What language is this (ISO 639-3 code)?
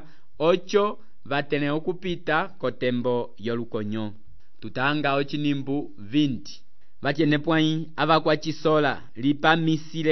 umb